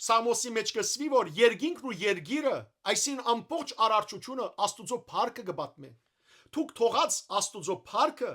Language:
Western Armenian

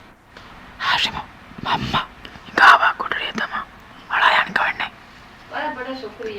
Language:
Divehi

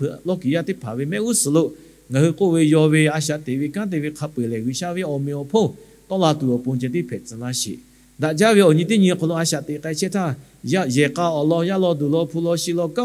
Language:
Lahu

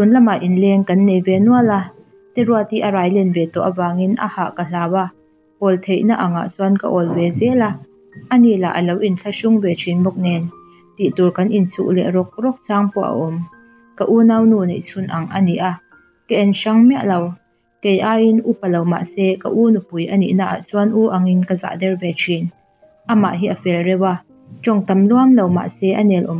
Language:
Mizo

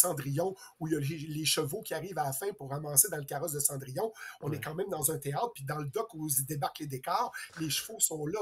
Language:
French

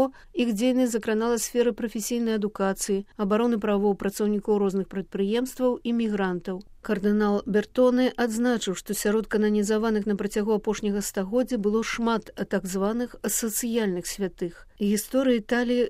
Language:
Belarusian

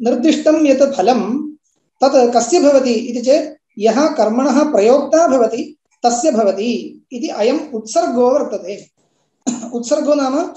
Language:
Sanskrit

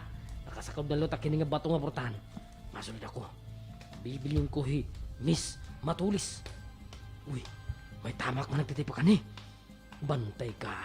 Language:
Waray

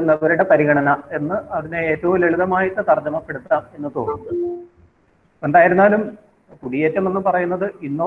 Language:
Malayalam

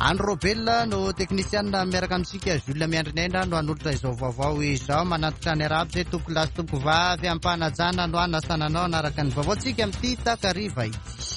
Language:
Malagasy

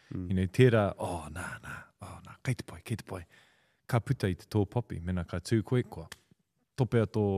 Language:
Māori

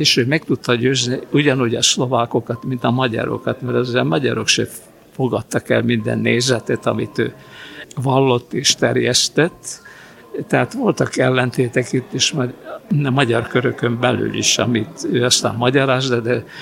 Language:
Hungarian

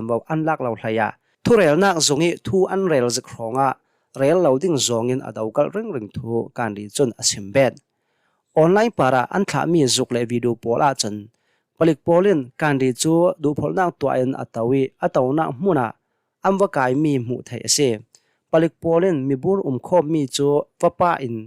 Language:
Hakha Chin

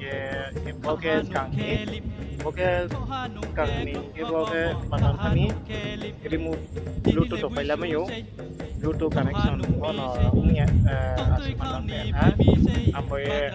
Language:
Riang (India)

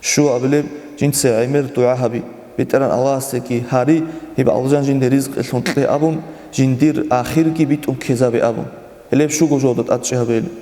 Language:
Avaric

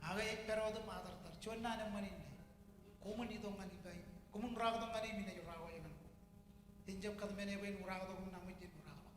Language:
Marshallese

